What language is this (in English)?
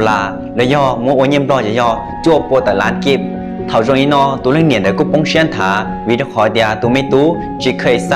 Hmong